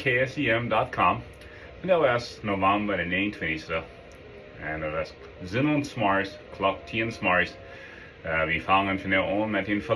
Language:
Plautdietsch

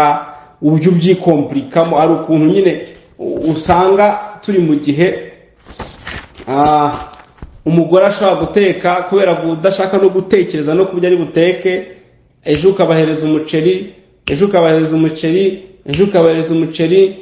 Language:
Kinyarwanda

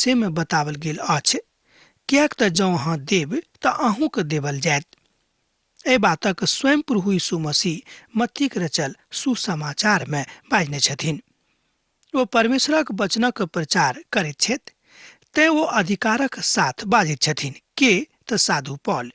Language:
Maithili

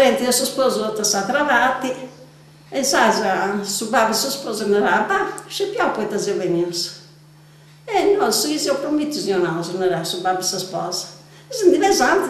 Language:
Sardinian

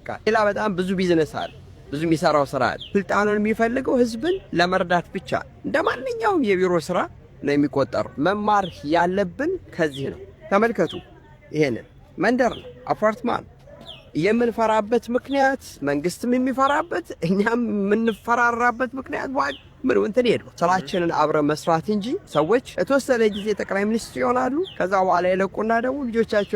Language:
Amharic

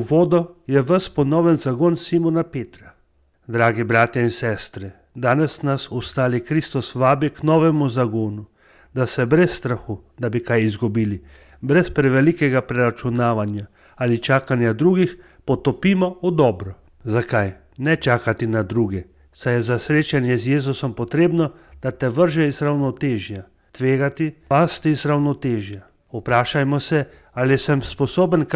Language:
Slovenian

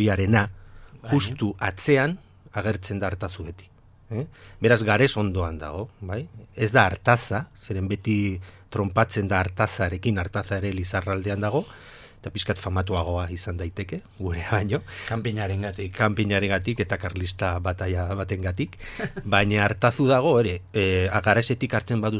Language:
Basque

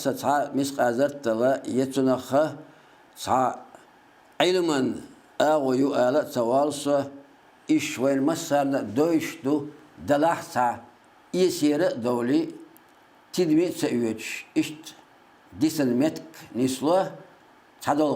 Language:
Chechen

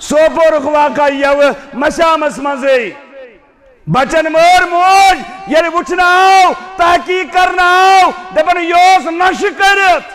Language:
Kashmiri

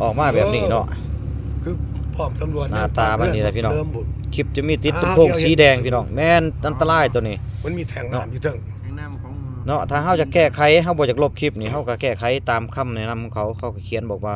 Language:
Lao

